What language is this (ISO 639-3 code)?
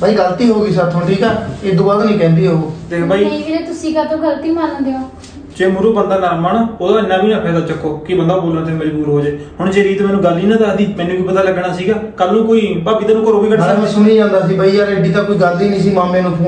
pan